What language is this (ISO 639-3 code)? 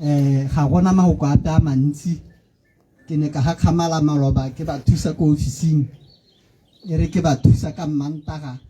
tsn